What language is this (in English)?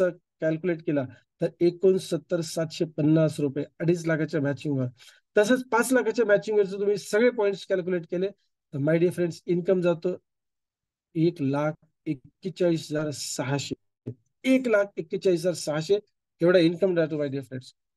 Marathi